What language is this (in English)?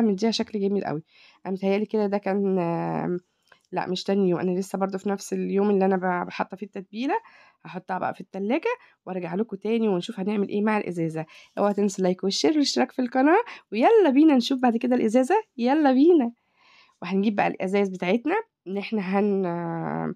Egyptian Arabic